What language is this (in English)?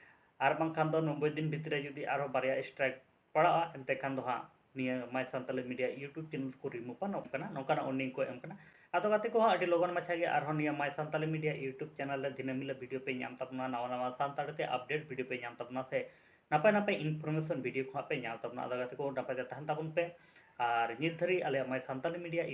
Santali